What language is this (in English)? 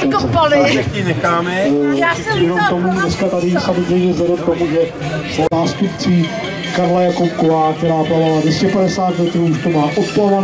Czech